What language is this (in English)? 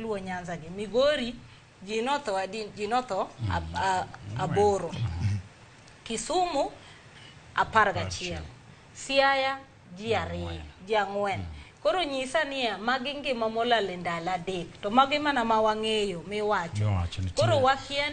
Luo (Kenya and Tanzania)